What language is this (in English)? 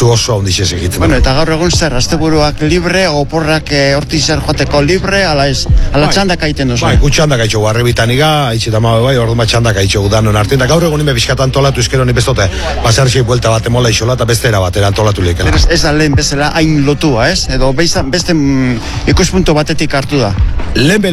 Basque